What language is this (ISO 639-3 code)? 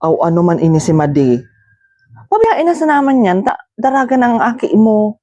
bik